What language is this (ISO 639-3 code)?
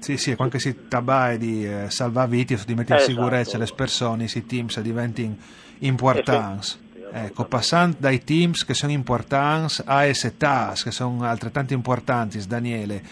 fur